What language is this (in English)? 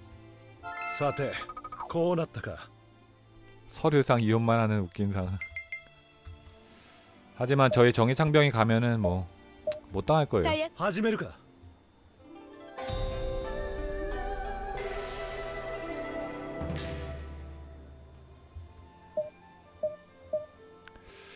Korean